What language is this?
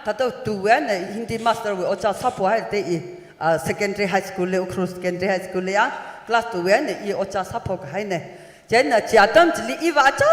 Tangkhul Naga (India)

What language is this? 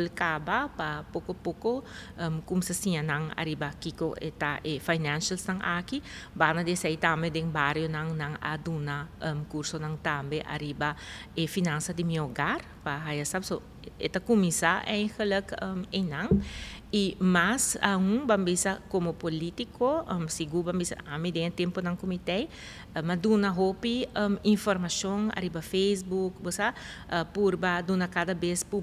Papiamento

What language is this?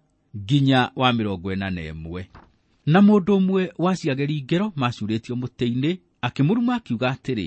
Kikuyu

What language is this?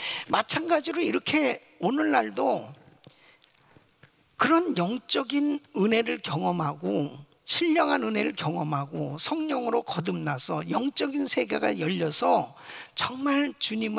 Korean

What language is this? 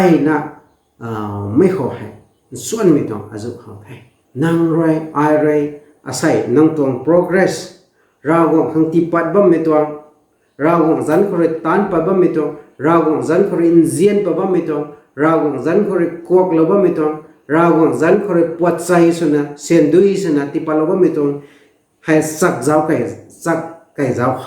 Rongmei Naga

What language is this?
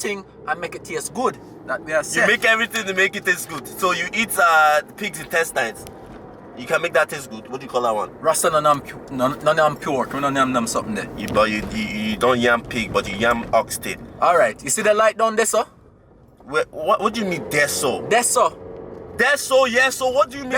Jamaican Creole English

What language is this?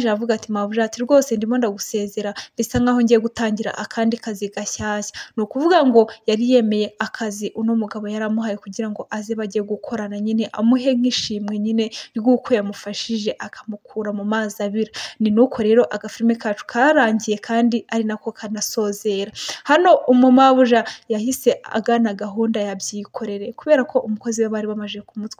Kinyarwanda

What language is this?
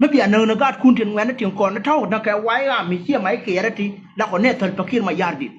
Nuer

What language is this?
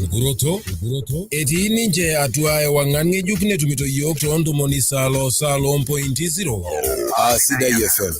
Masai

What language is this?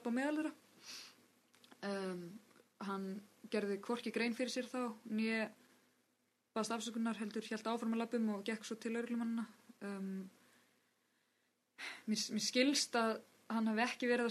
Icelandic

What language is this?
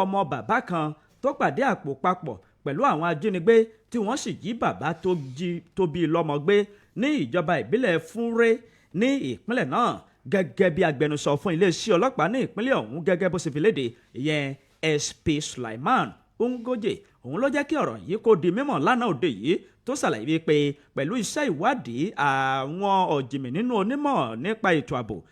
Yoruba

